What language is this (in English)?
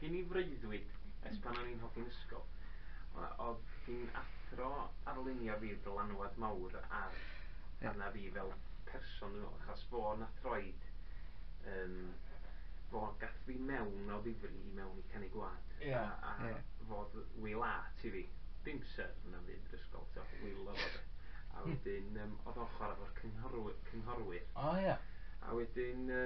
Welsh